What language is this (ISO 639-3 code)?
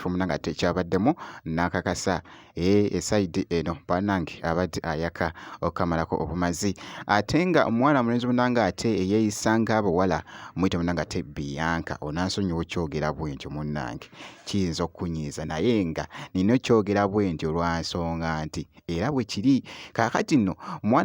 lug